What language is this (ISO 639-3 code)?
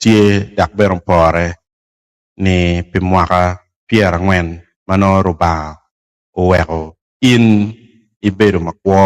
ach